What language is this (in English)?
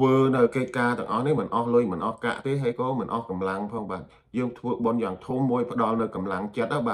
Khmer